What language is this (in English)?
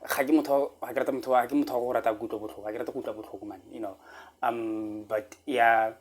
Tswana